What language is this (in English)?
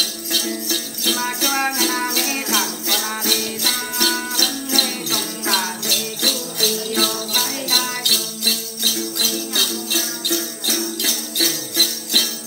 Vietnamese